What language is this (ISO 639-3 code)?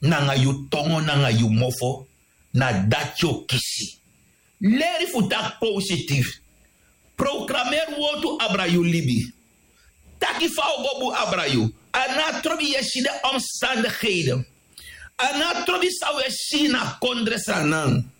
srn